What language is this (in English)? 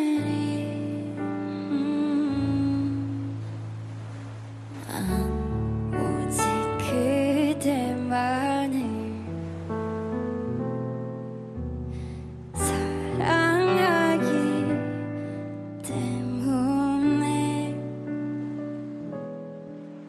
Korean